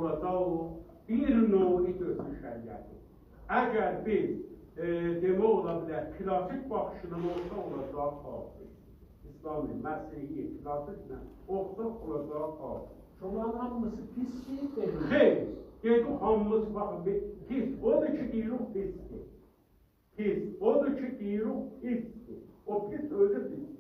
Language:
South Azerbaijani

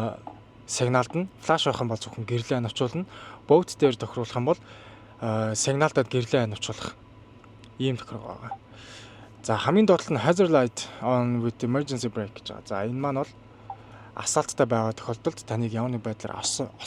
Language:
Mongolian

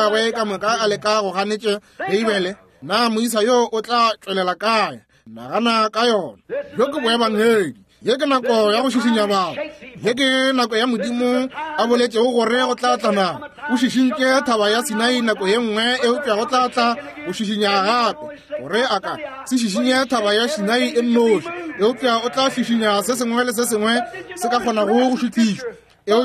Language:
Northern Sotho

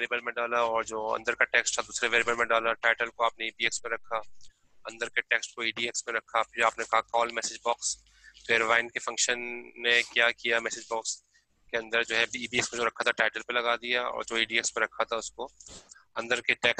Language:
Hindi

